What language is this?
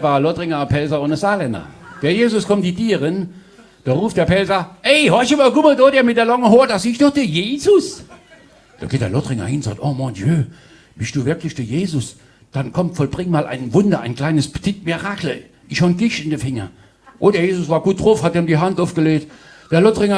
Palatine German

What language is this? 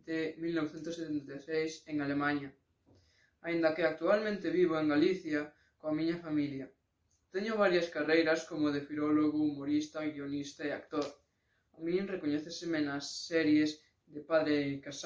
Galician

